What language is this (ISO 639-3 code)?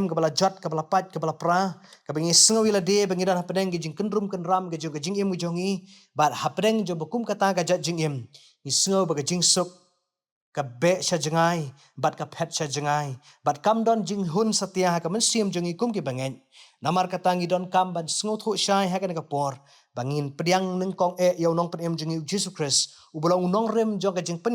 kha